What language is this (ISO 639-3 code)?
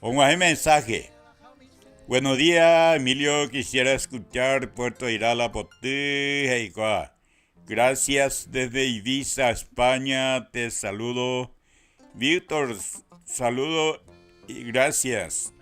grn